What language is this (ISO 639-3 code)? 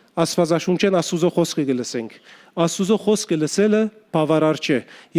hyw